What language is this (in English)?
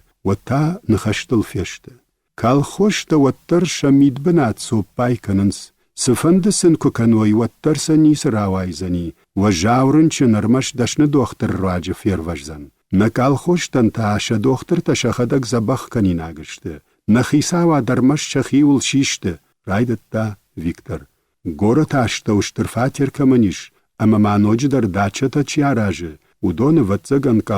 Ossetic